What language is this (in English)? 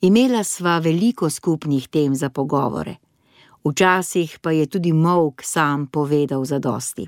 Slovenian